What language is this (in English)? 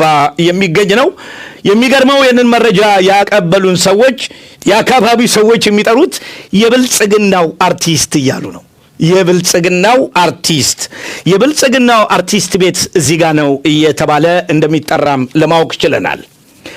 Amharic